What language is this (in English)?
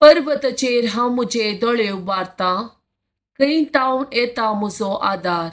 Konkani